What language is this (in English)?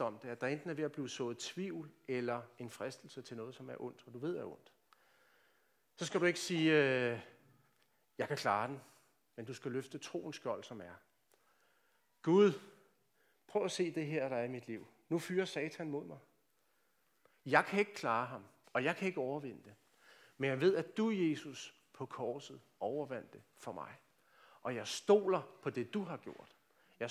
Danish